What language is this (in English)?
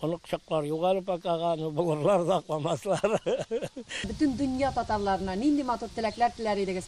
Tatar